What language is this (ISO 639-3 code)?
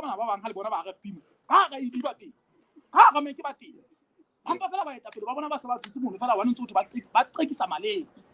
sot